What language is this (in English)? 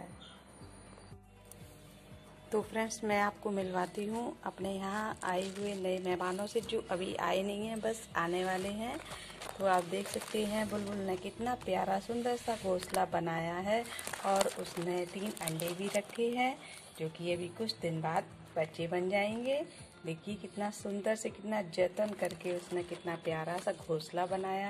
Hindi